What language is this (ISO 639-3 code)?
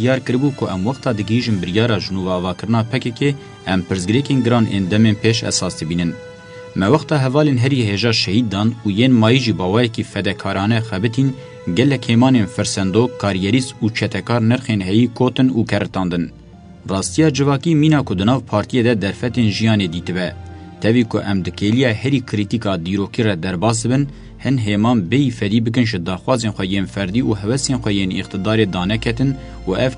kur